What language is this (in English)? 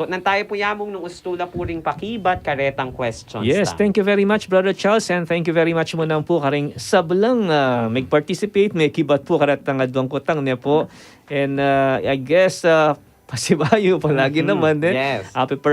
Pampanga